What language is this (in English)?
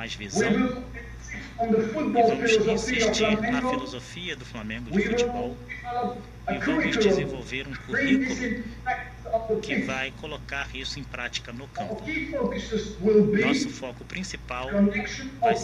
Portuguese